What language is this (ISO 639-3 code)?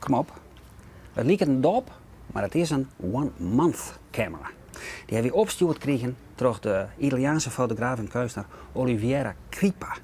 fry